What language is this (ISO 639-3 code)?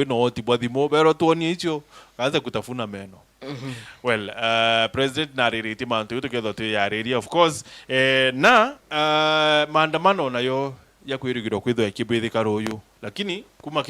mer